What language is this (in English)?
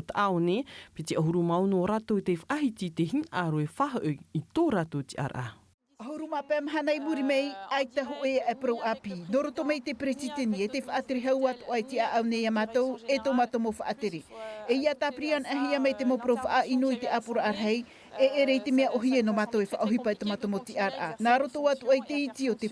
Tahitian